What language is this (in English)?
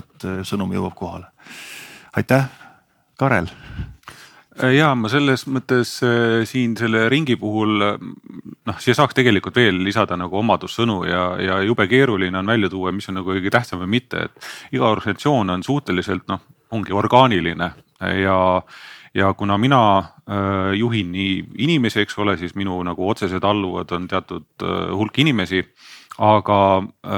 Estonian